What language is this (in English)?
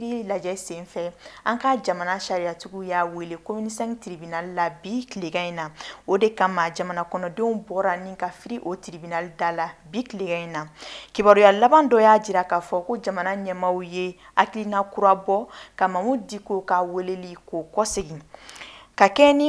Bambara